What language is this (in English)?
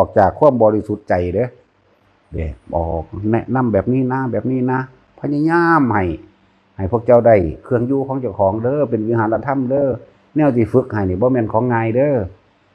Northeastern Thai